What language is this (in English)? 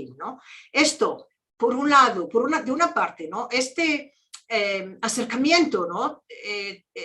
Ladino